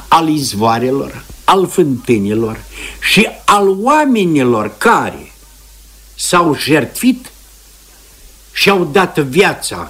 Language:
Romanian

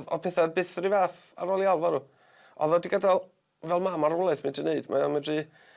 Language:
Welsh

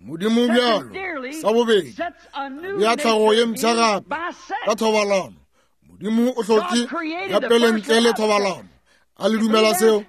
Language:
Northern Sotho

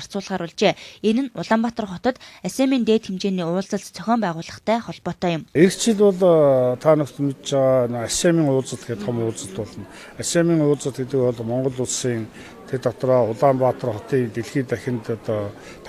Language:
Mongolian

